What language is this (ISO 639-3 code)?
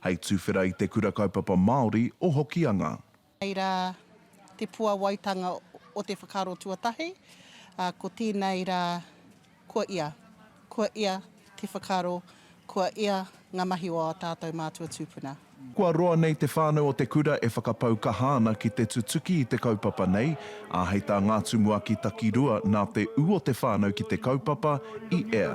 mri